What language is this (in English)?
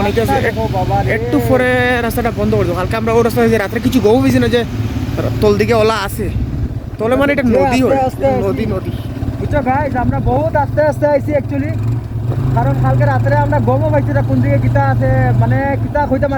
Sylheti